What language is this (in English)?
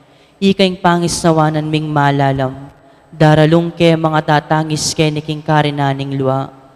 Pampanga